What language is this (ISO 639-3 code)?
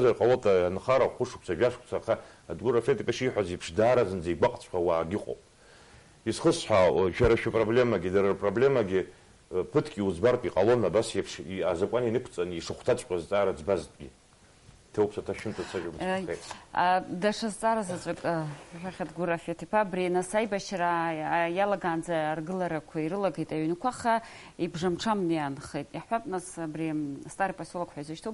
abk